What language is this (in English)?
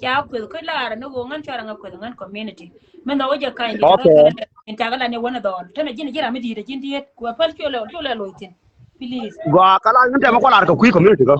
Nuer